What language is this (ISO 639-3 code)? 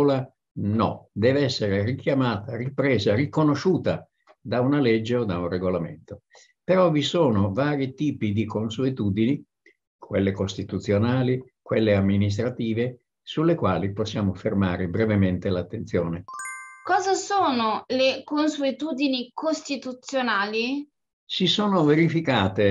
ita